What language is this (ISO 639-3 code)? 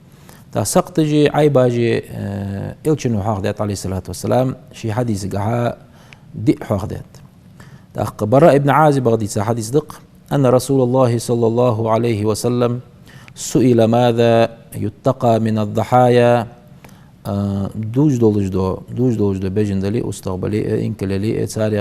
inh